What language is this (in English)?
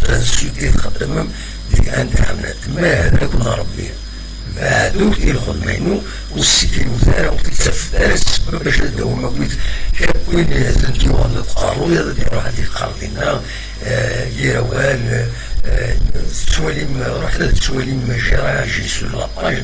Kabyle